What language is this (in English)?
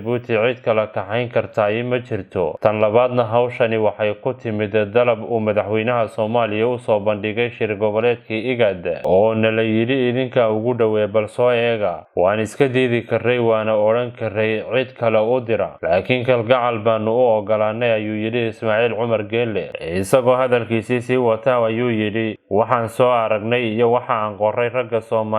Somali